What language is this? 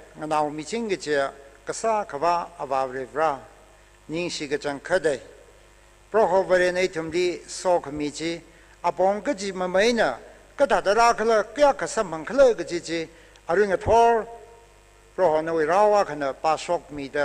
Tangkhul Naga (India)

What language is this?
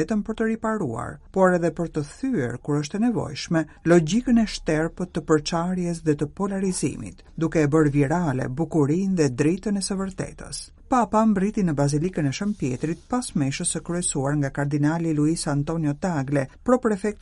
Albanian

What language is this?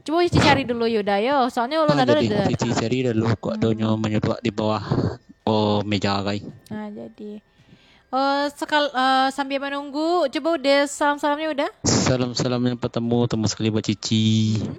Minangkabau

